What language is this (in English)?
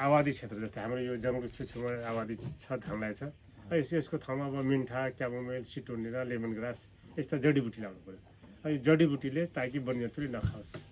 Nepali